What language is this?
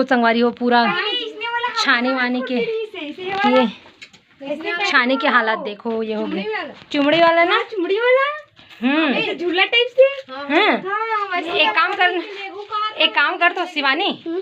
Chhattisgarhi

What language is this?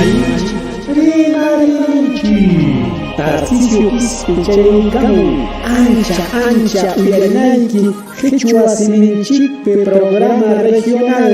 Ayacucho Quechua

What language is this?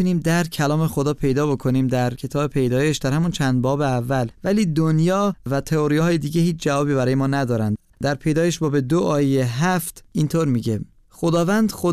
Persian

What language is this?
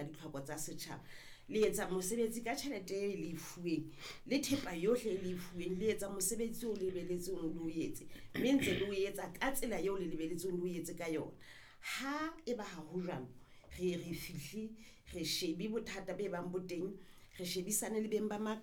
Southern Sotho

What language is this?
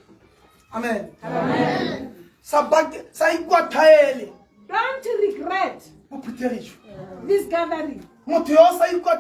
Tswana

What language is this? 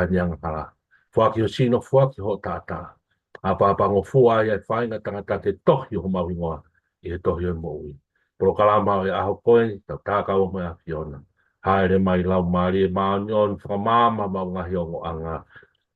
Tongan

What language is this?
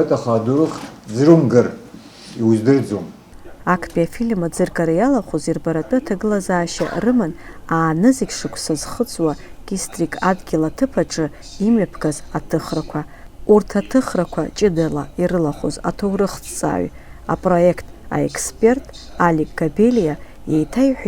Abkhazian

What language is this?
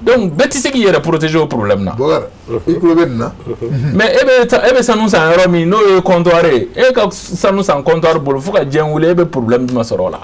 Bambara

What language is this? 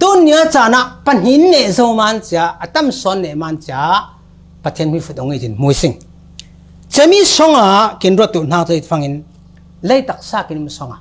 Falam Chin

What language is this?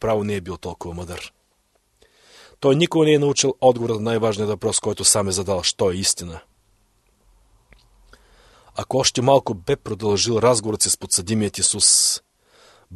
Bulgarian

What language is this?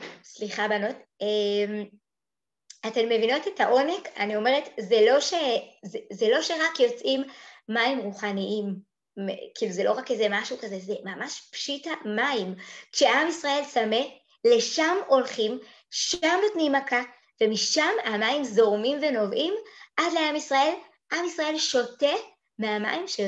Hebrew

